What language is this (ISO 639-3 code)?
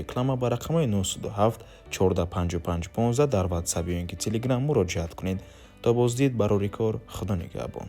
tgk